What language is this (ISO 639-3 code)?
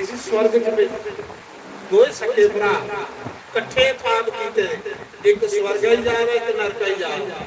doi